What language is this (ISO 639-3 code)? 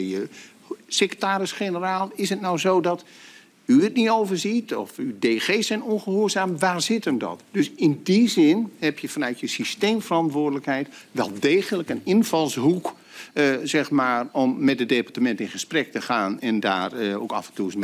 nld